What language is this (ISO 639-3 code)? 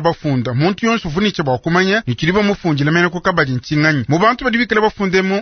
lua